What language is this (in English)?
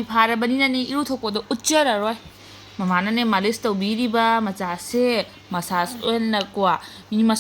Manipuri